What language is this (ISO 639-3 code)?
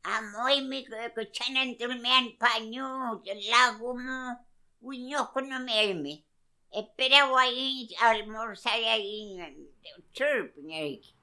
arn